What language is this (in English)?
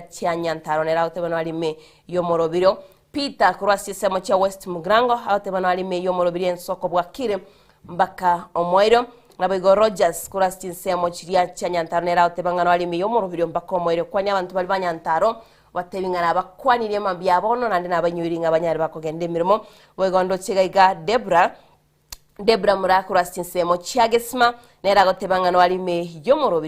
Gusii